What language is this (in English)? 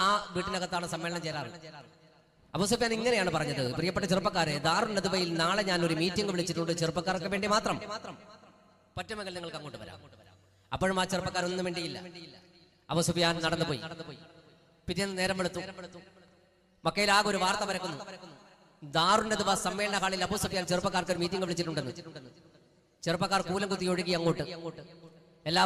Malayalam